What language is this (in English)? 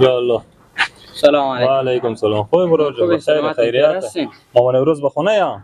Persian